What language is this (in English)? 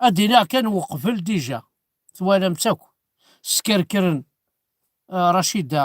Kabyle